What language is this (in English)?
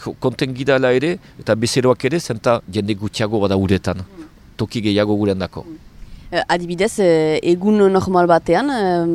Basque